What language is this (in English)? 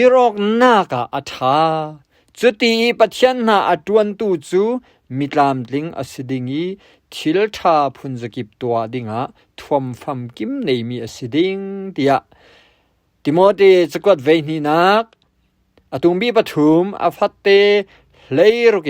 Falam Chin